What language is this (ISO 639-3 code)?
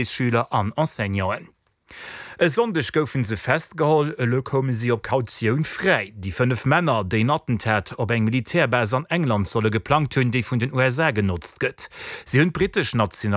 ltz